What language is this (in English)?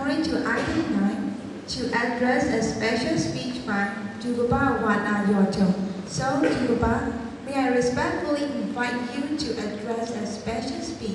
Kachin